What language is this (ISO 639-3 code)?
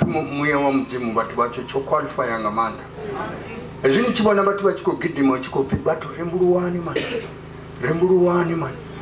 ven